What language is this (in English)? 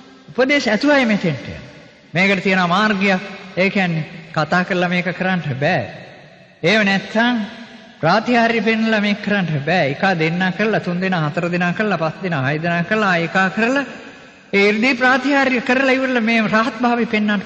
Sinhala